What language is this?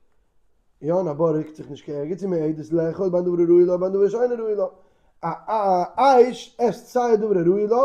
Yiddish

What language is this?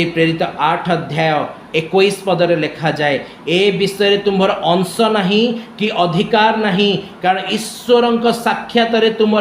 Odia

